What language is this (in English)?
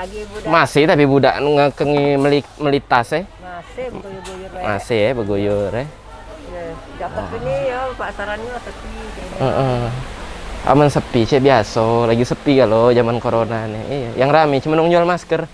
Musi